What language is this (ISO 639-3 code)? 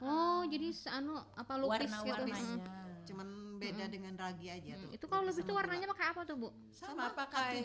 bjn